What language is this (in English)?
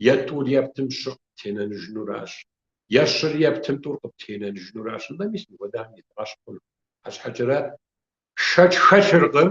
Kabardian